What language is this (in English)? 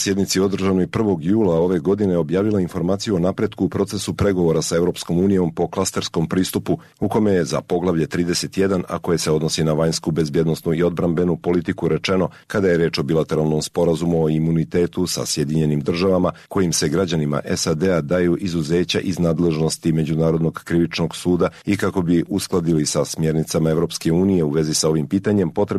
Serbian